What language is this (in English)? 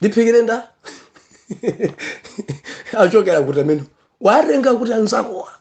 Nyanja